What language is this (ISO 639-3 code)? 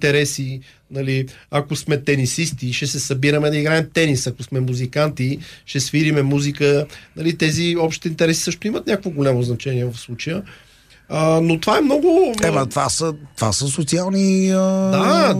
bul